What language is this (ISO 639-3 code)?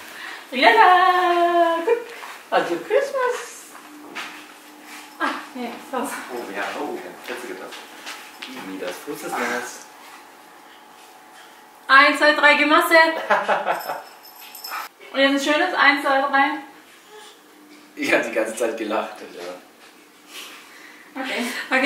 deu